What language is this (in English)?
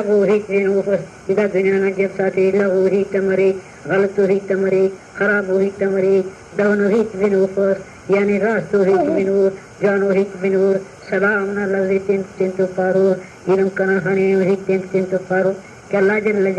Brahui